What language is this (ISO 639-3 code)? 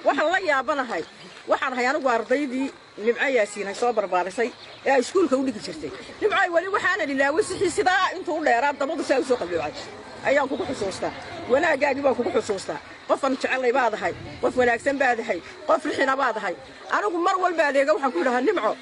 som